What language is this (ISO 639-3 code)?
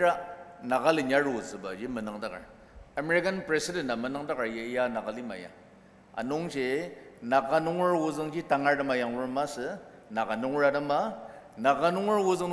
njo